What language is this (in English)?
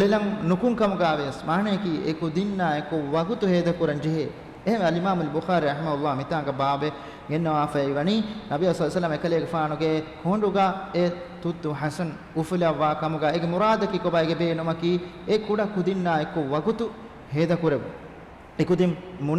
Divehi